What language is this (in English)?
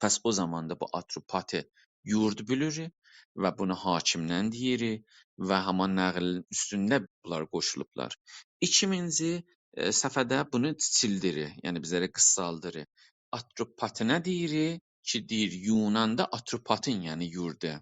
South Azerbaijani